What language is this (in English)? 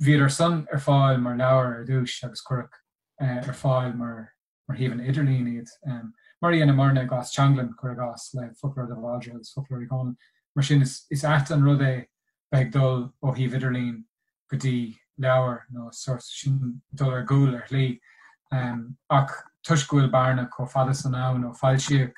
Irish